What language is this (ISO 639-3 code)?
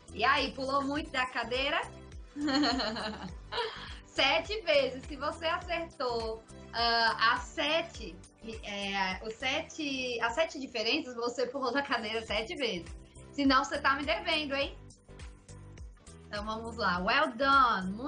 por